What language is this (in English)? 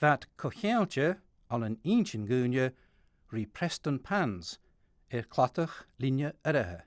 Scottish Gaelic